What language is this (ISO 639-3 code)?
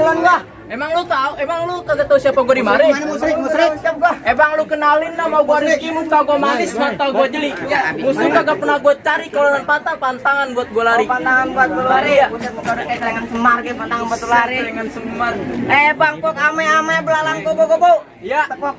bew